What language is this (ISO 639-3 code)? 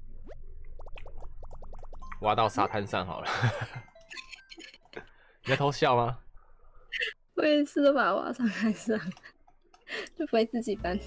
zho